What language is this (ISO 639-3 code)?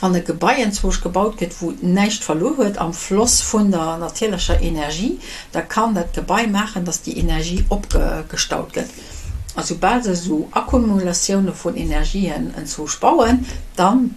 ltz